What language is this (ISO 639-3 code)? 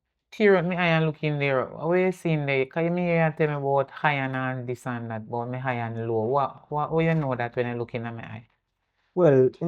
jam